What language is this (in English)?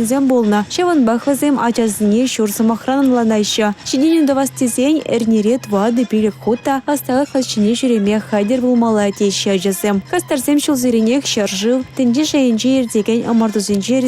Chuvash